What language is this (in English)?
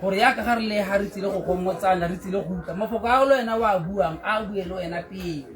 Tswana